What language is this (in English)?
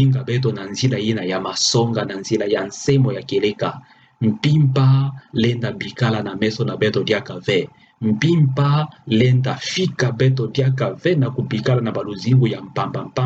Kituba (Democratic Republic of Congo)